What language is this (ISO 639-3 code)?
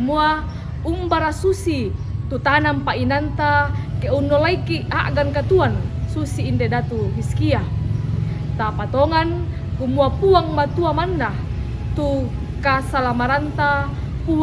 sda